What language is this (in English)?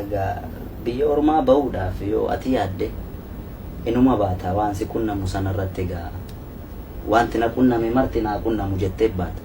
Oromo